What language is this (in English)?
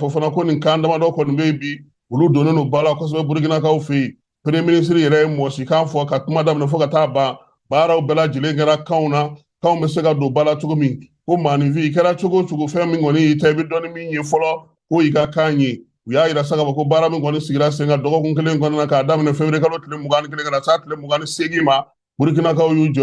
Bambara